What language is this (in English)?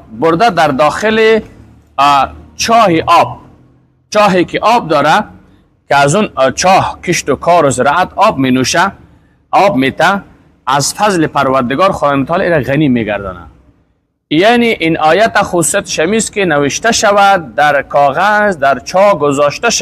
Persian